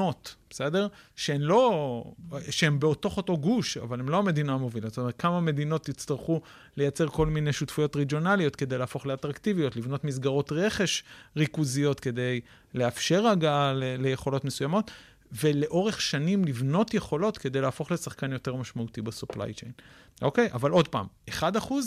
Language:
Hebrew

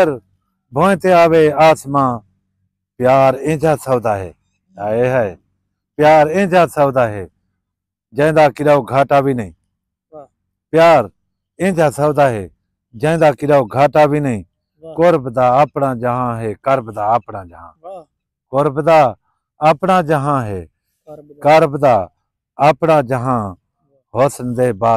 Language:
Saraiki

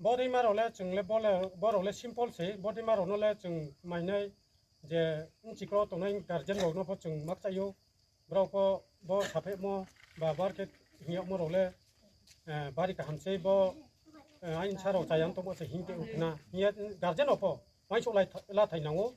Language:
Riang (India)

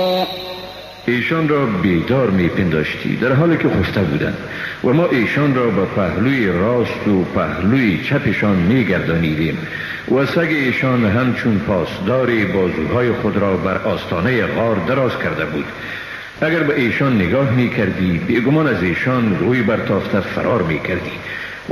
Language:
Persian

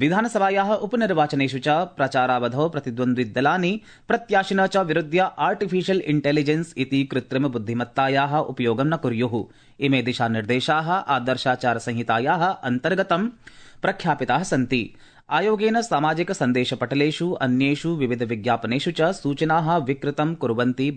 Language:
Sanskrit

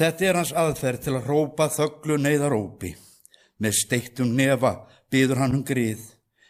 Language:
Icelandic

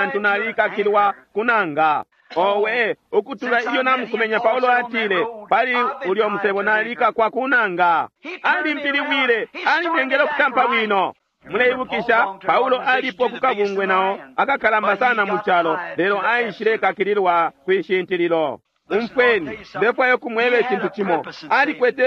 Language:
Bemba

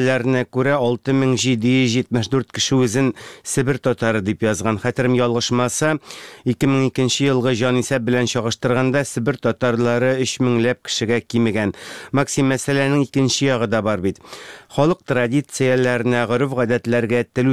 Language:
Tatar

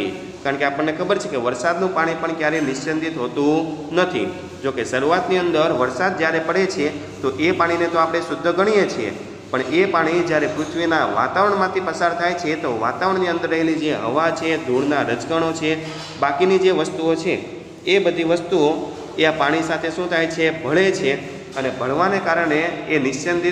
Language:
Gujarati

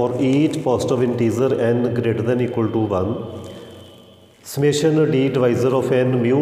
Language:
Punjabi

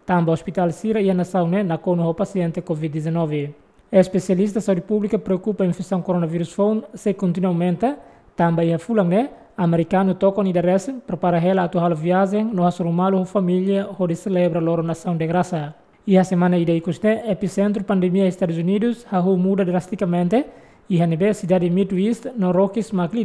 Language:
Tetum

